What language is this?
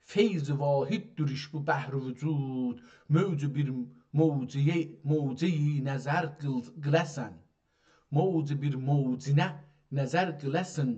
South Azerbaijani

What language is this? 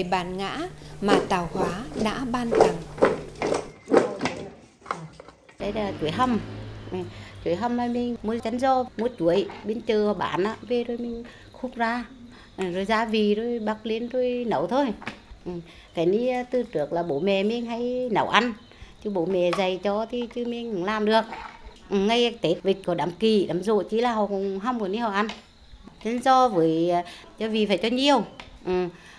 Vietnamese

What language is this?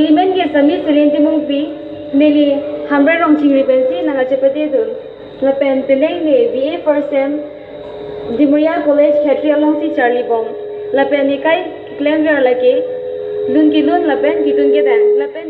Karbi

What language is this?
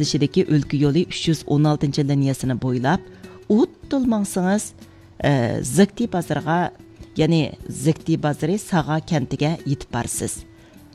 Uyghur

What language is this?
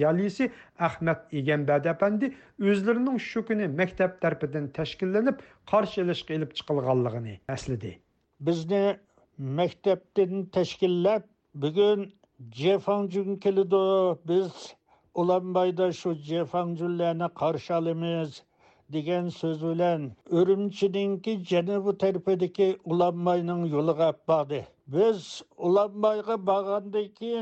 Uyghur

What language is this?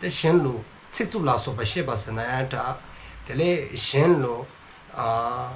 Dzongkha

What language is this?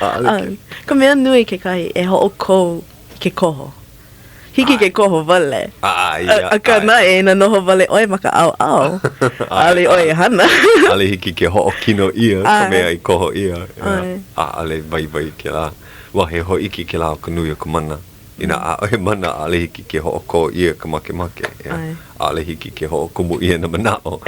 Hawaiian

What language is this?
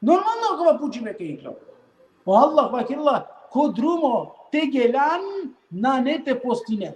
Balkan Romani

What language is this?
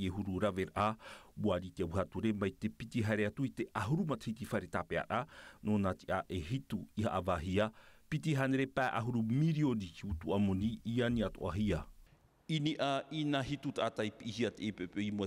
Tahitian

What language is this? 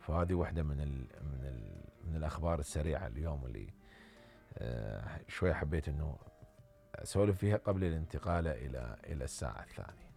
Mesopotamian Arabic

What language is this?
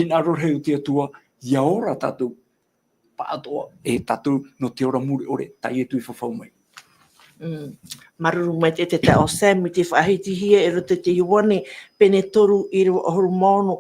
Tahitian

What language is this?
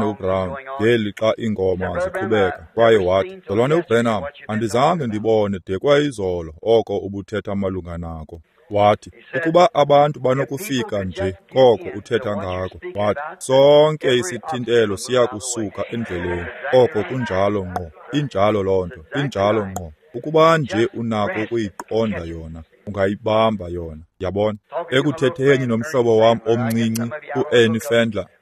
Xhosa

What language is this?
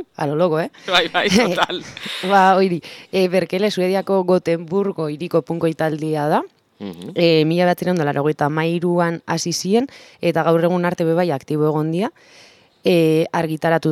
Basque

